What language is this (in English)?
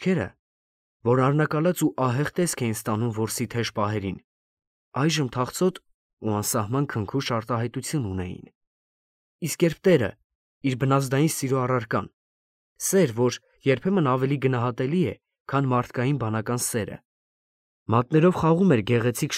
Armenian